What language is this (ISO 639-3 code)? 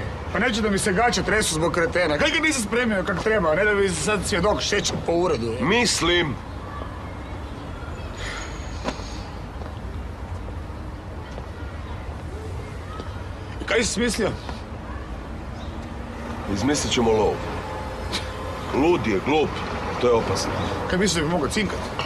hrv